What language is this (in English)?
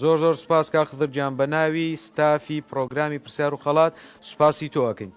Central Kurdish